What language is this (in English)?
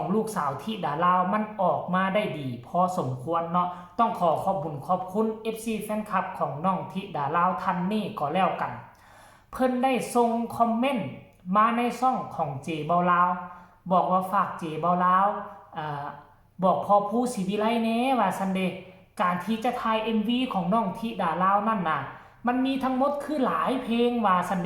Northeastern Thai